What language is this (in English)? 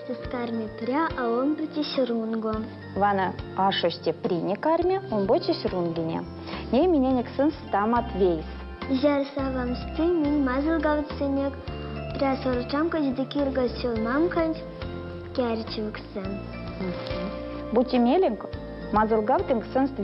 Erzya